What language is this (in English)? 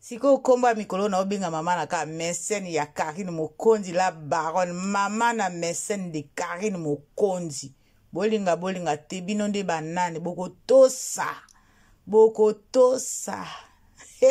Lingala